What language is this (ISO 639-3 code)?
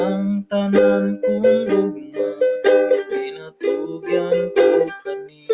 ceb